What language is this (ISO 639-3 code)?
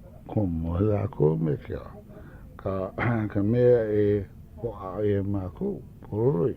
haw